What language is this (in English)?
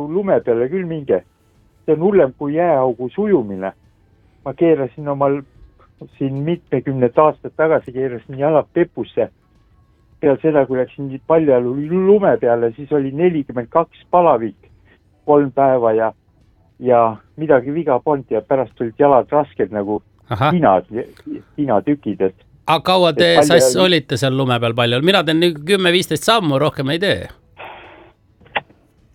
Estonian